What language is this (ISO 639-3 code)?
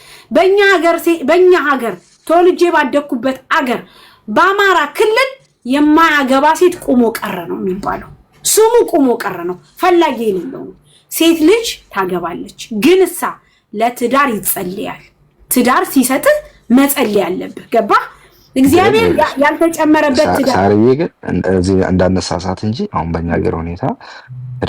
amh